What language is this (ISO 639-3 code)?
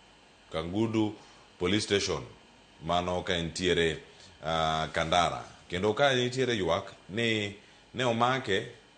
luo